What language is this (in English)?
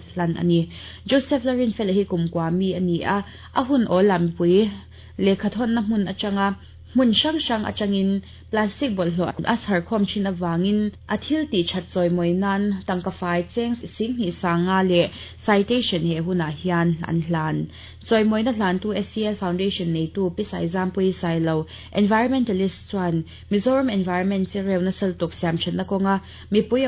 Mizo